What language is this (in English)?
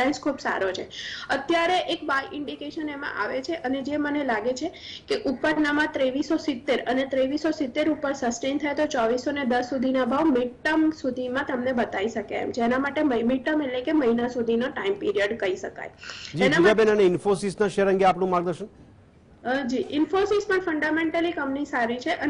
Gujarati